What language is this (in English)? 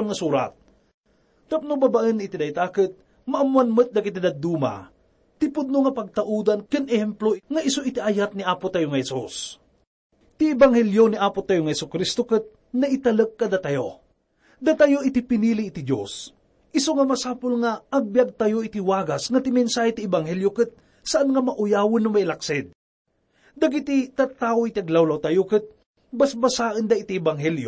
Iloko